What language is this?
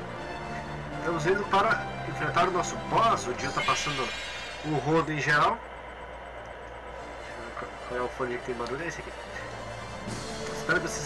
Portuguese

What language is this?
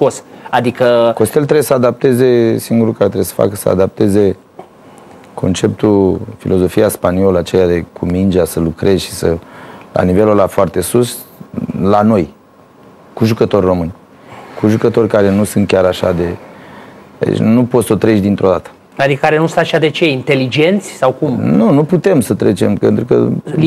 Romanian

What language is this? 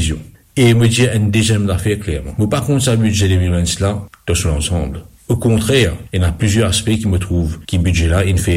Morisyen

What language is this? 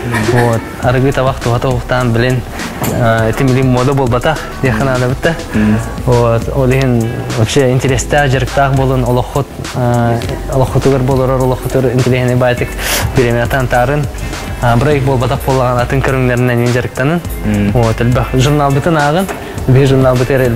Yakut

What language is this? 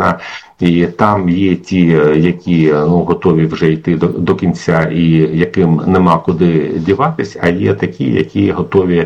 Ukrainian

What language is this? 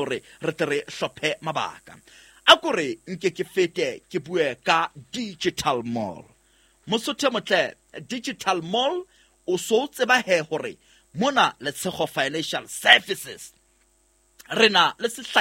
Southern Sotho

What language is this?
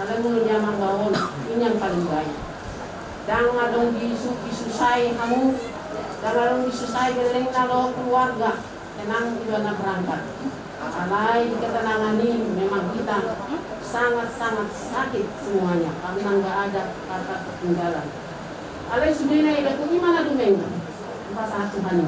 Batak Toba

